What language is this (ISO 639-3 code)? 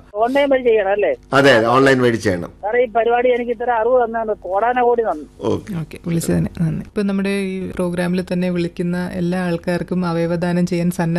mal